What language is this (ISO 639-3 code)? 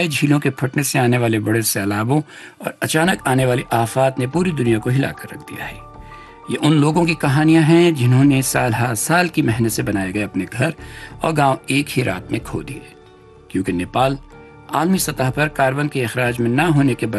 urd